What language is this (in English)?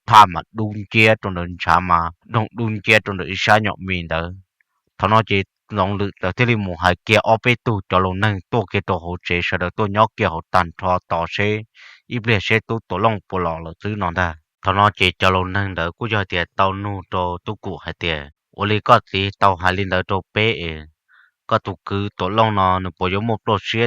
Hmong